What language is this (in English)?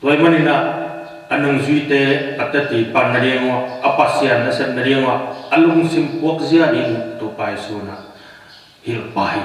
Tedim Chin